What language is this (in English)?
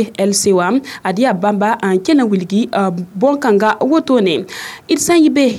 Mossi